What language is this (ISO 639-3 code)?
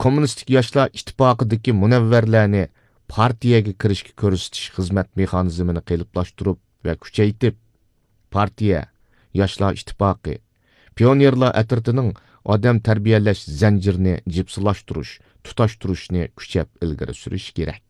uig